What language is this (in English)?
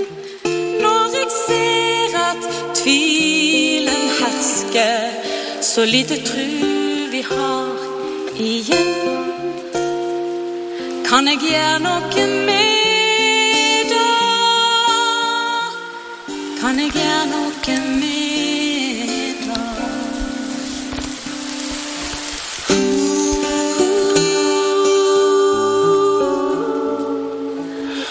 Norwegian